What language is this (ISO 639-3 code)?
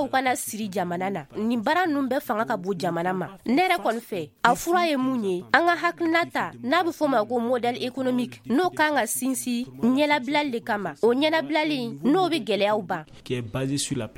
bam